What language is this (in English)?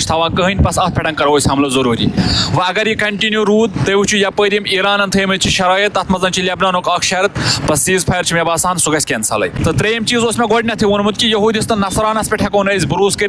Kashmiri